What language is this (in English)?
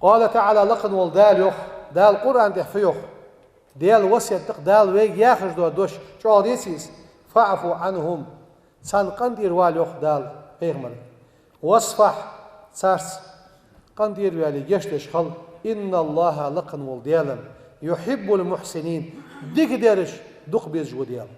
Ingush